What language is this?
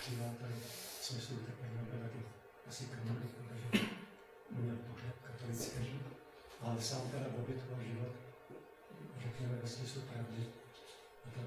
Czech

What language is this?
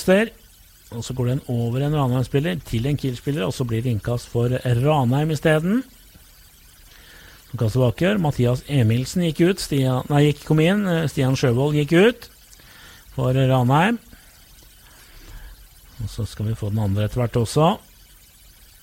Norwegian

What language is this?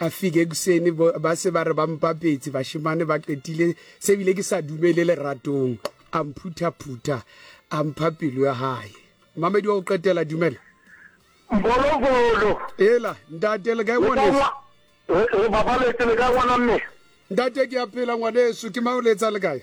Southern Sotho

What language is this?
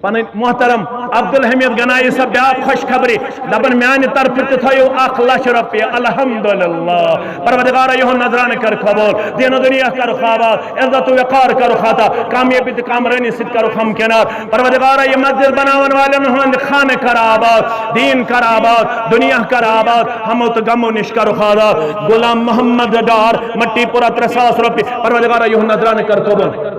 Kashmiri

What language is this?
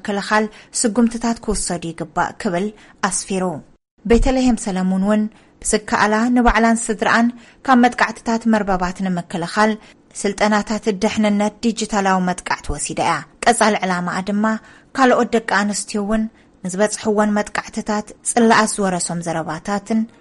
Tigrinya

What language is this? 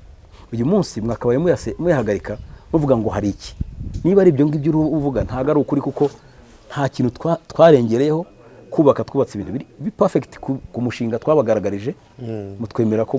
Kinyarwanda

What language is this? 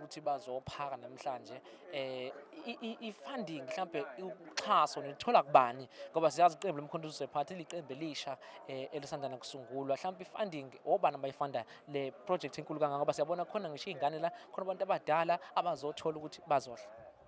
Zulu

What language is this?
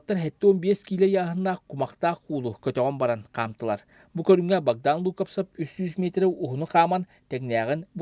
Yakut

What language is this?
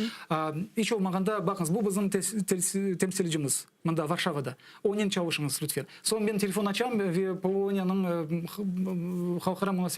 Crimean Tatar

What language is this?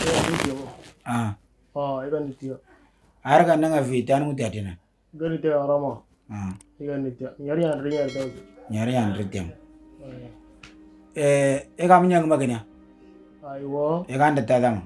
Moro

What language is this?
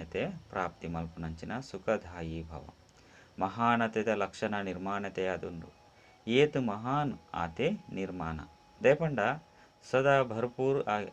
Tulu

